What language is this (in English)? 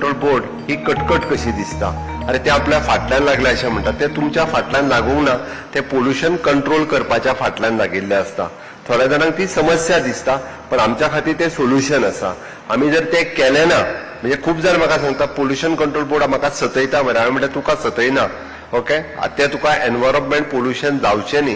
Konkani